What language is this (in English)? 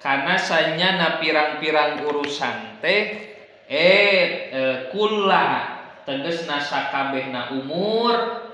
Sundanese